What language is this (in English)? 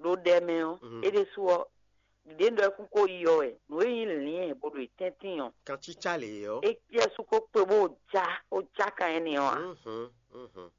Fon